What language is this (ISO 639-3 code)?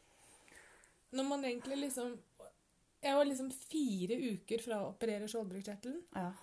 nor